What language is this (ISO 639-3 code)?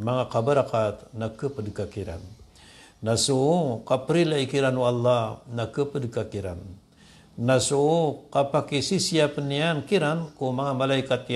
mrw